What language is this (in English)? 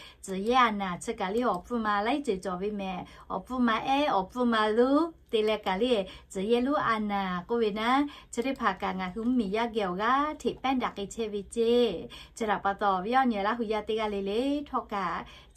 Lahu